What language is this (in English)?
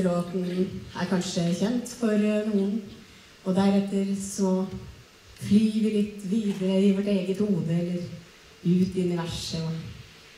Norwegian